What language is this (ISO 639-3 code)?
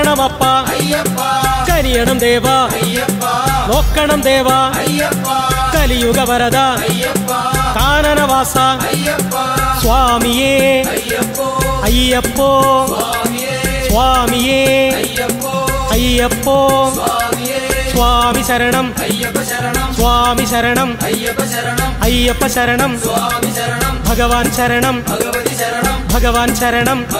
mal